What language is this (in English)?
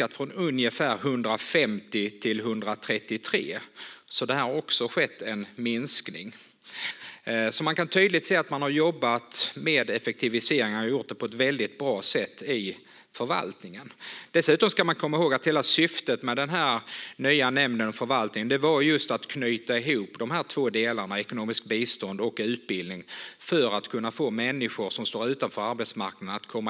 Swedish